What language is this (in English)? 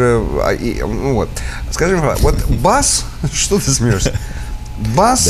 Russian